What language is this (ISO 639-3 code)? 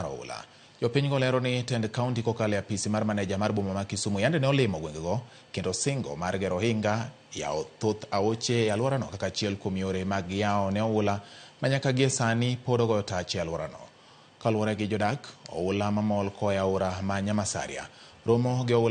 luo